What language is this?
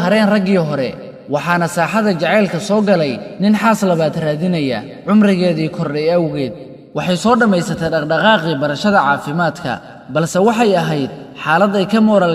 Somali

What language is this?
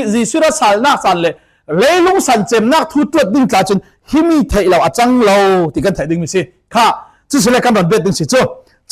Falam Chin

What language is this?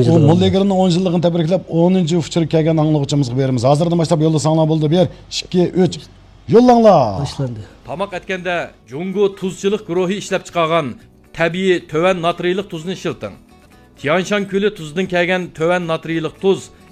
Uyghur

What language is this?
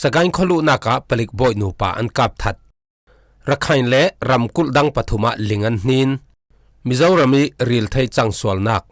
Falam Chin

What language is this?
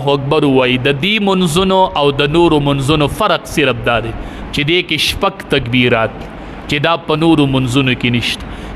Pashto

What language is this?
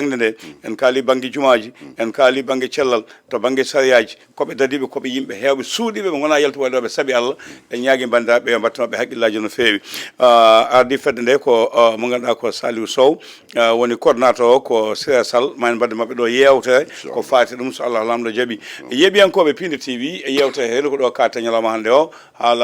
Fula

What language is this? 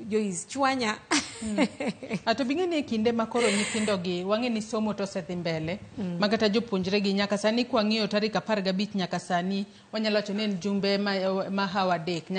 Luo (Kenya and Tanzania)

